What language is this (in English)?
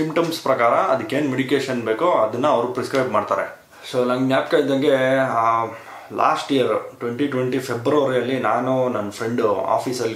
Kannada